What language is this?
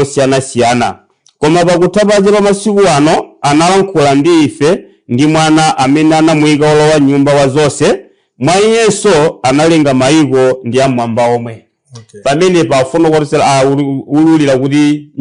Nyanja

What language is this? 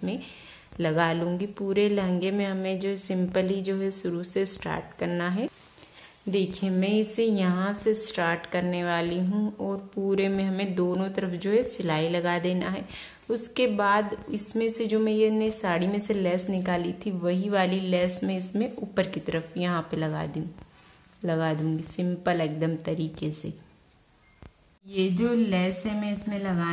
Hindi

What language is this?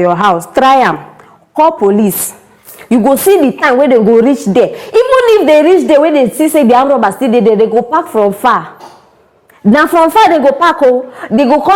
Nigerian Pidgin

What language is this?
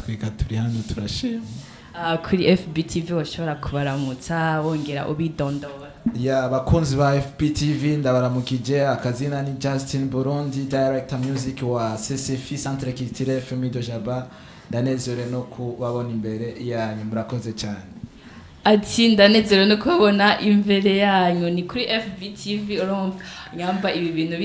Rundi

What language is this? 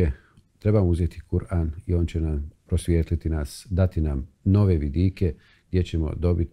Bosnian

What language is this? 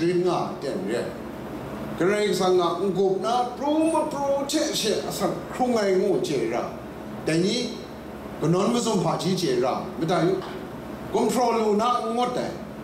Kachin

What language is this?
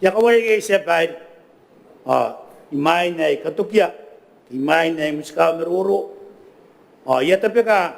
Gilbertese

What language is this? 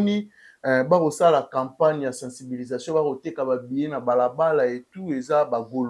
Lingala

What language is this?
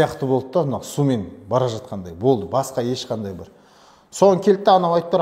Kazakh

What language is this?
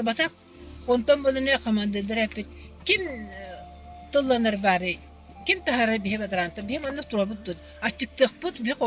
Yakut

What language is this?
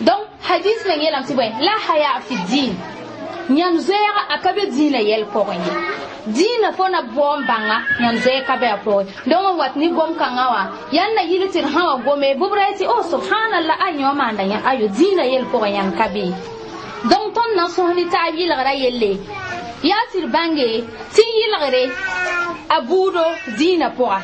Mossi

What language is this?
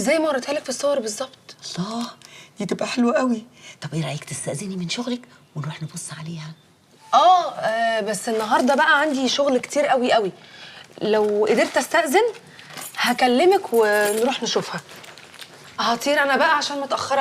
Egyptian Arabic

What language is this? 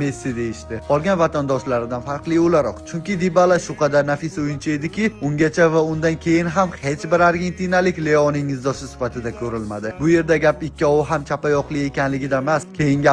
Uzbek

